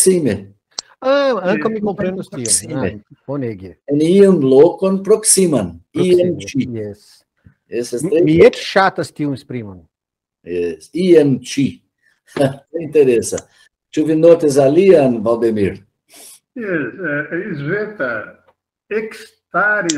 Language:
Esperanto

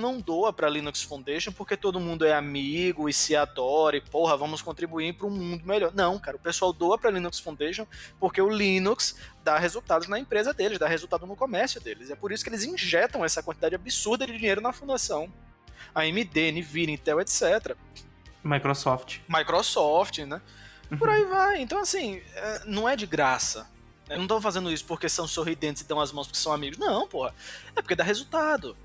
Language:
Portuguese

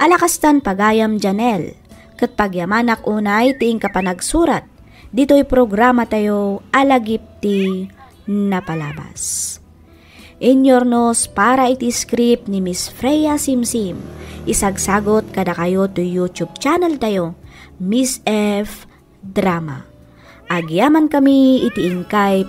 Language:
Iloko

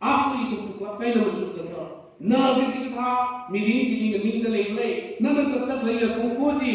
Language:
Tangkhul Naga (India)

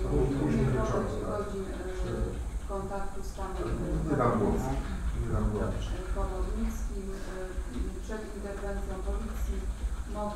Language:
Polish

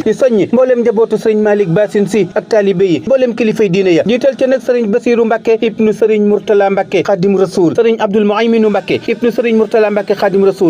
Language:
Wolof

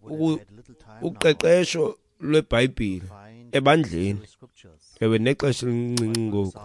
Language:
Xhosa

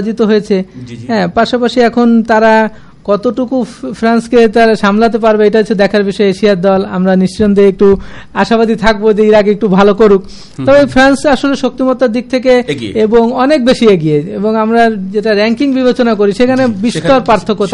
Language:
Bangla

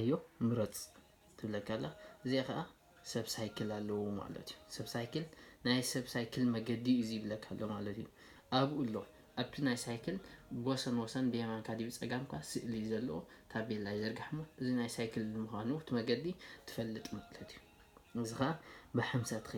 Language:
Tigrinya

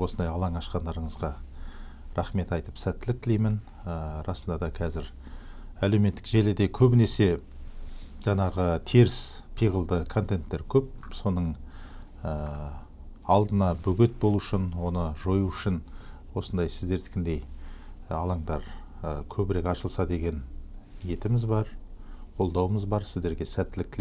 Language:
Kazakh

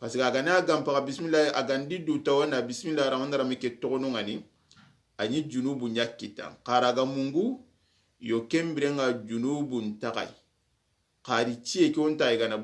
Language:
Soninke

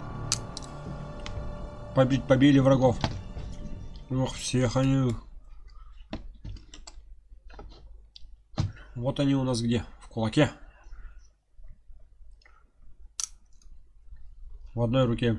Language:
Russian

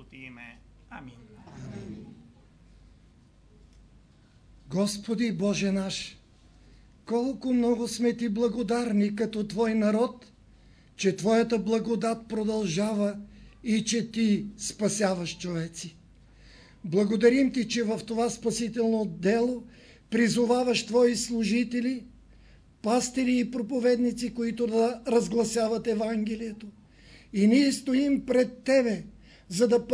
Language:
Bulgarian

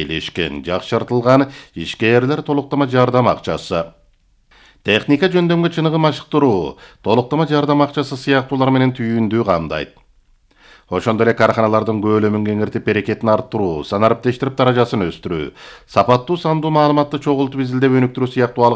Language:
Kyrgyz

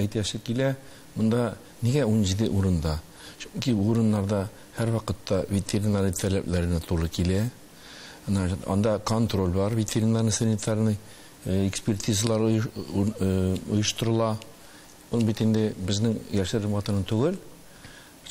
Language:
Tatar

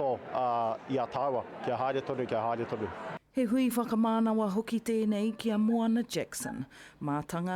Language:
Māori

